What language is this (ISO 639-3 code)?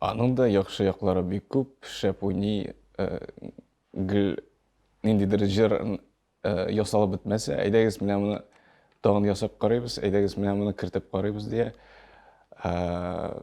tat